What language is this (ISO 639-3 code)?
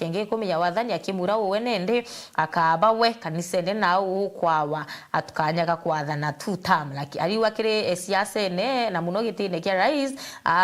mer